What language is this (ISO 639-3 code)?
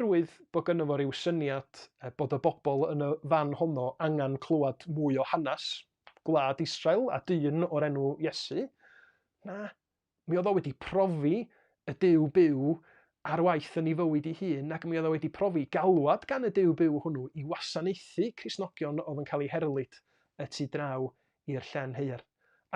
cym